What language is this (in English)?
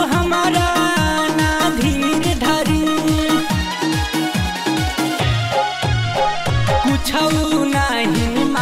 Bhojpuri